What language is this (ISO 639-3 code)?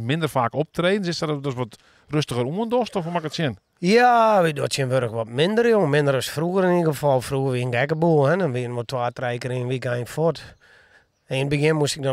fry